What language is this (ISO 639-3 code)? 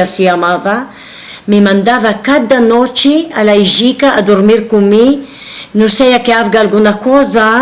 lad